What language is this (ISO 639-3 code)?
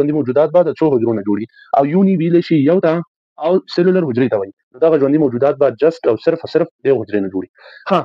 pus